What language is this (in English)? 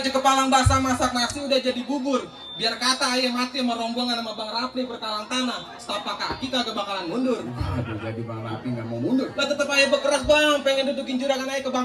Betawi